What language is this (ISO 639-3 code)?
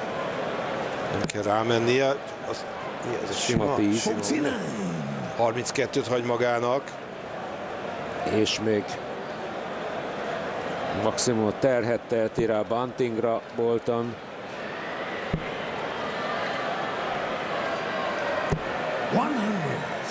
hun